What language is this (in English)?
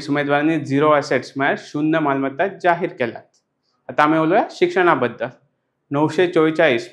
Konkani